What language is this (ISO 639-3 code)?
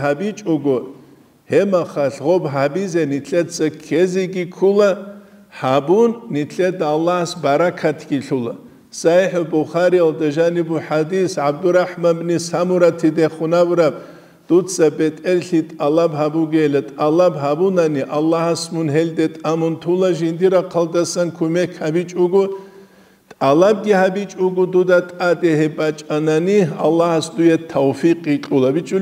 ava